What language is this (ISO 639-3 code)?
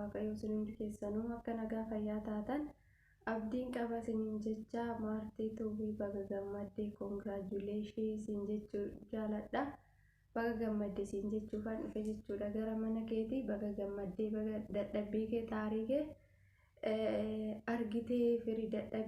orm